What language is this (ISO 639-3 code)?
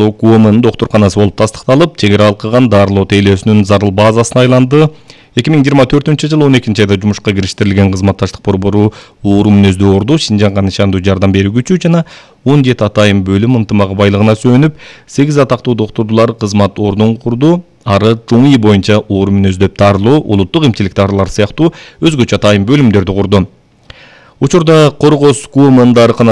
kir